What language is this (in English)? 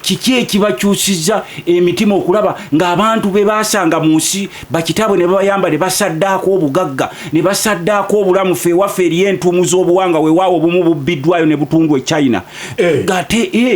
Ganda